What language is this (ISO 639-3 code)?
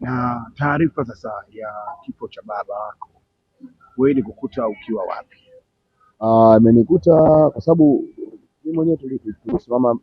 swa